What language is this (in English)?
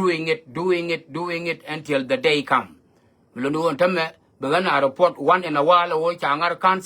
Nuer